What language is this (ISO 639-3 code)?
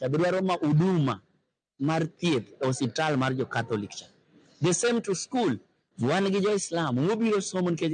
luo